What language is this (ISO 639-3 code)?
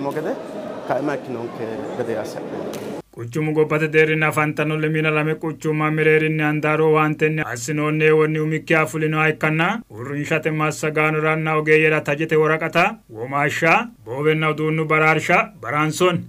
sid